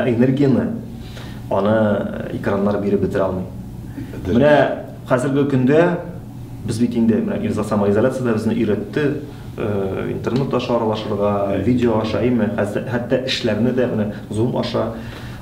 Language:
Tatar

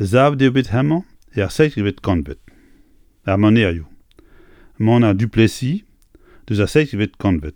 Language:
Breton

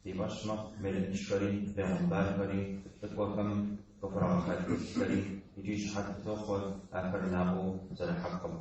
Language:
Kabardian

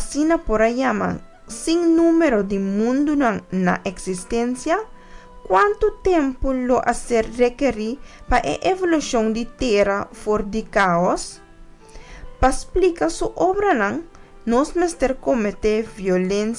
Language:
Papiamento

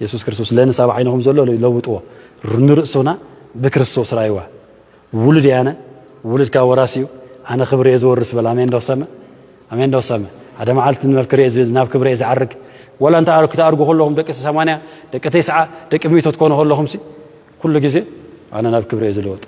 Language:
Tigrinya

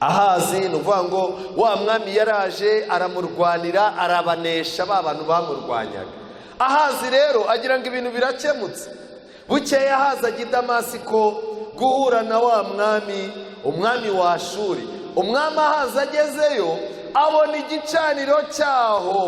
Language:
Kinyarwanda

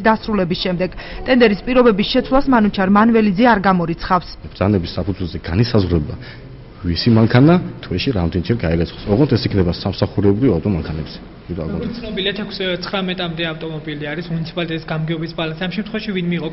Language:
Georgian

